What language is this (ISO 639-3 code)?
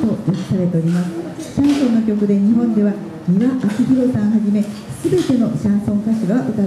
jpn